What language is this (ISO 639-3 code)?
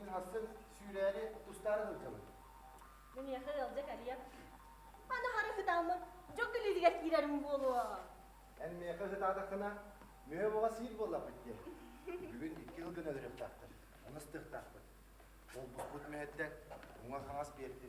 sah